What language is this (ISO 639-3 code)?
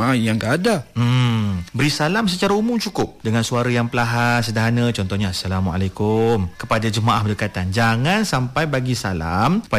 msa